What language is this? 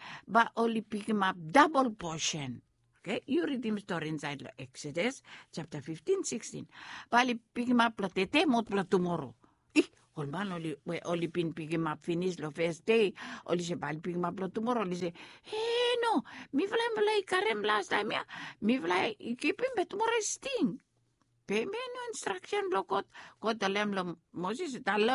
Bislama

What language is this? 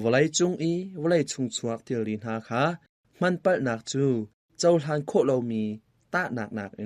Hakha Chin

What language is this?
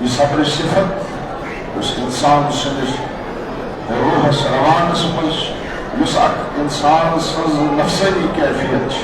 Kashmiri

